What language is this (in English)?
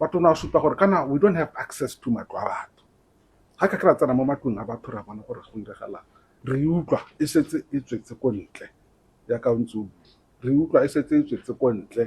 Tswana